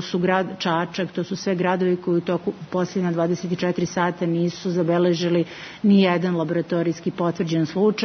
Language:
Serbian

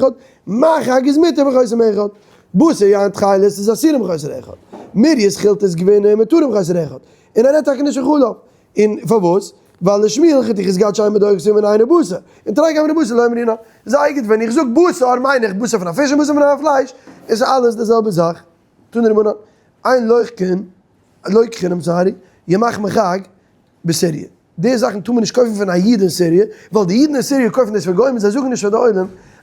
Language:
Yiddish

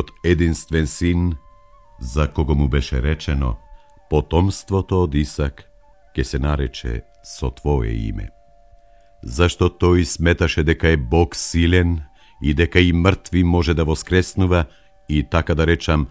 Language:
Macedonian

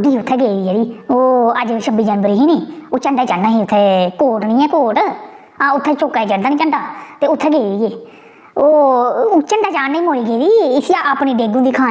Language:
Dogri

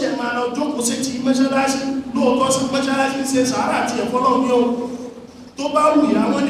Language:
Yoruba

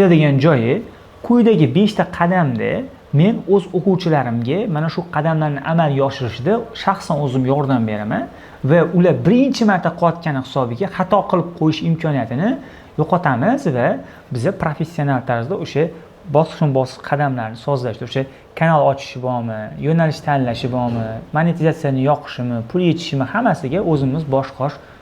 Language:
Uzbek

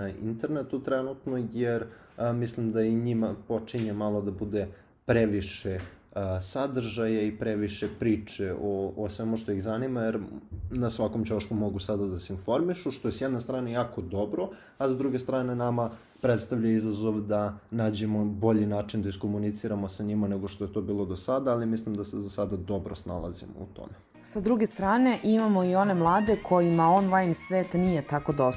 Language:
Serbian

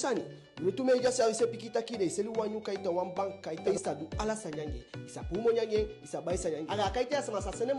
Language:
Eastern Maroon Creole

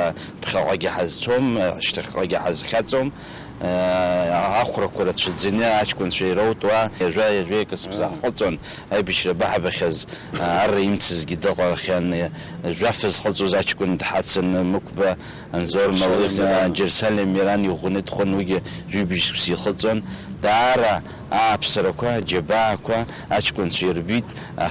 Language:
Abkhazian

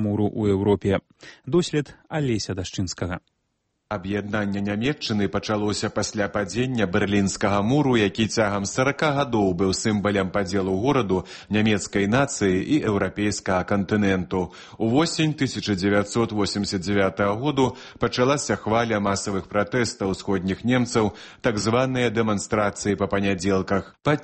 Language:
Belarusian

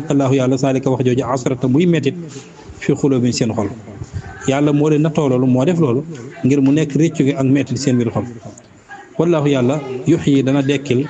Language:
Wolof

